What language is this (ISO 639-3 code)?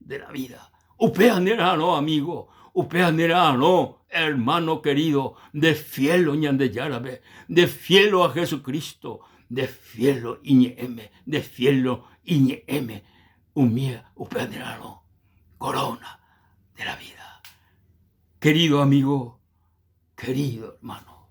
grn